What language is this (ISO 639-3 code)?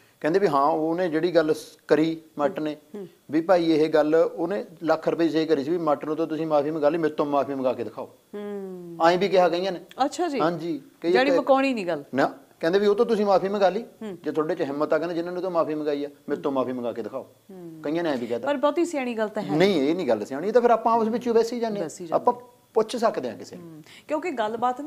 pan